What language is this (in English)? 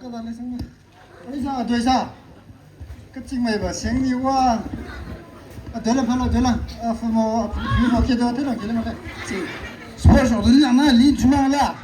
Maram Naga